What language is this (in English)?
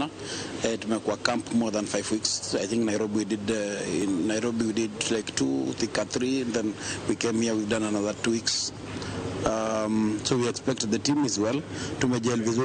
Luo (Kenya and Tanzania)